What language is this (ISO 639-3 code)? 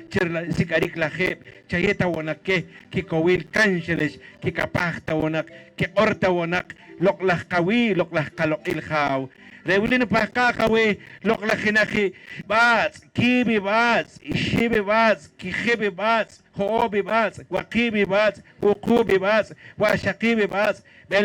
poh